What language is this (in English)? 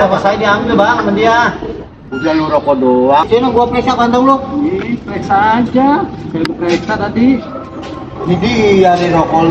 Betawi